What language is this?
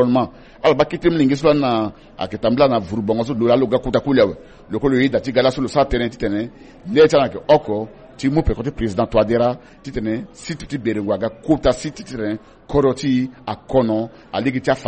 Sango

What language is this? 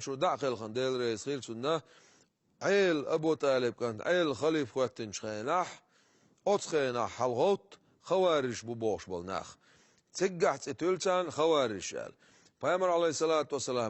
Chechen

